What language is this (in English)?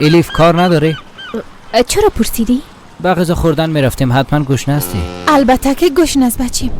Persian